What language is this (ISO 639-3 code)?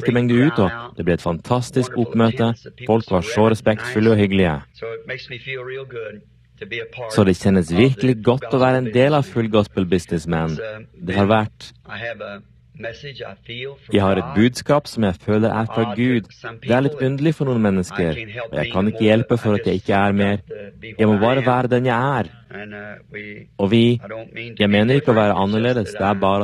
nor